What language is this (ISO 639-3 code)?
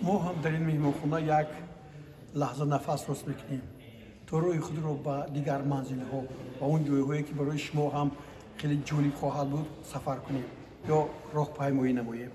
tgk